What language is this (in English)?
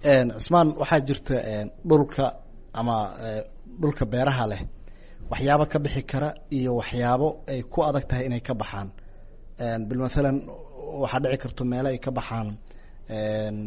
Somali